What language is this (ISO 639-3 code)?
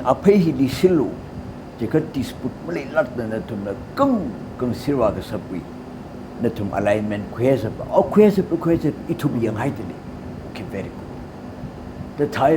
nmf